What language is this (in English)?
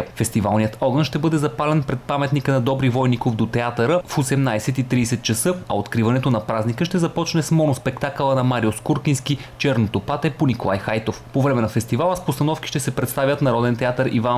Bulgarian